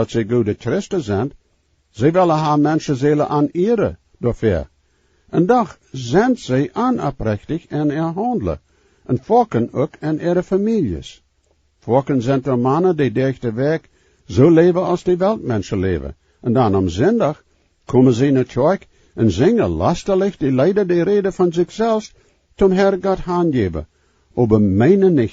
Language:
Plautdietsch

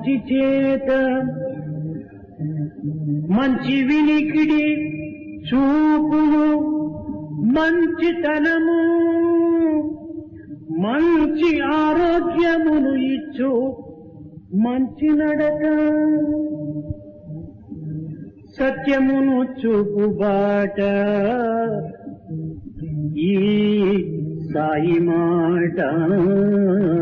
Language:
Telugu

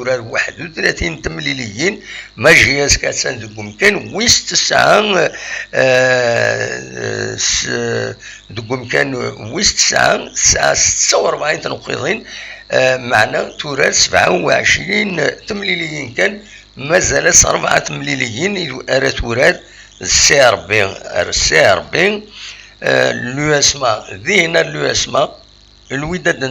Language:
Kabyle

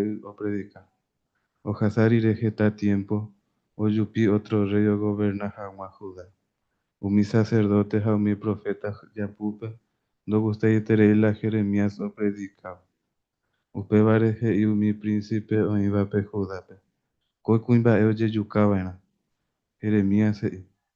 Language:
Guarani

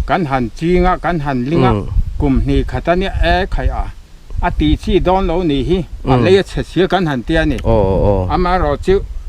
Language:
Mizo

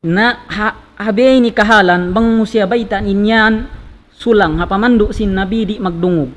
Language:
Tausug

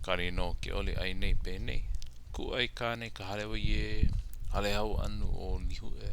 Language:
Hawaiian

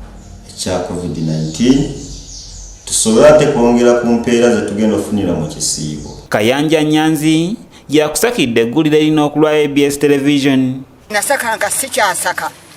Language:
Ganda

